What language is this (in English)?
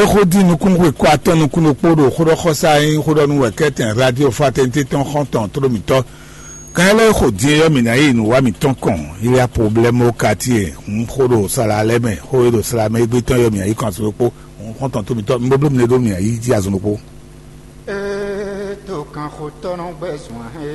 Fon